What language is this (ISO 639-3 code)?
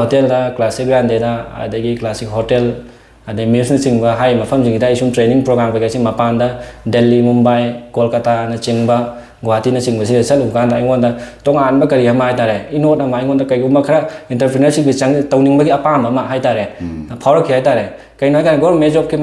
mni